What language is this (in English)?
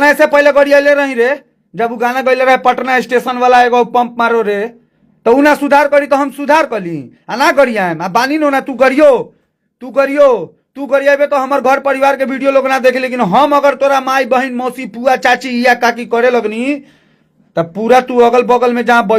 Bhojpuri